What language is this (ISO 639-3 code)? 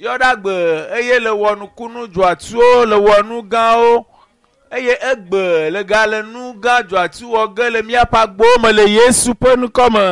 ewe